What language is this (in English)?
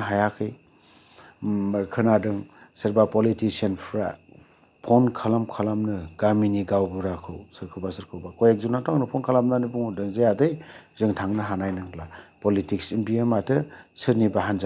Bodo